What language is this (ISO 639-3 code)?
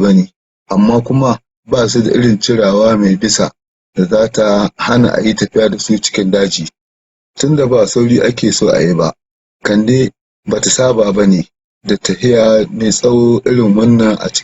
hau